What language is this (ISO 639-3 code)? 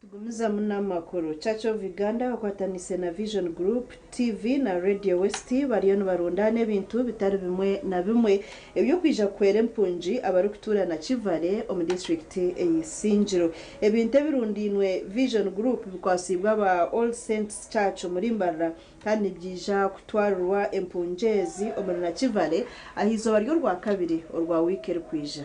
nyn